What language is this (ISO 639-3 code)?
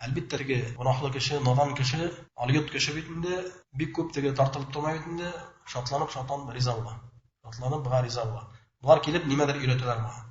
bak